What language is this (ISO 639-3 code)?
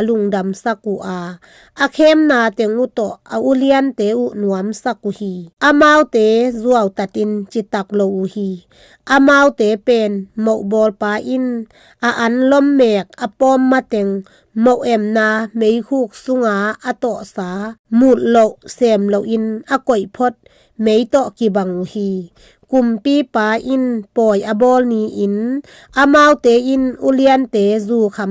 ctd